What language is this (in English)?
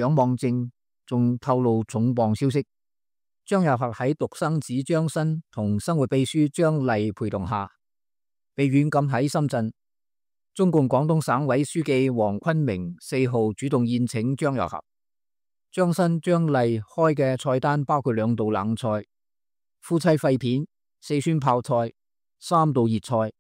Cantonese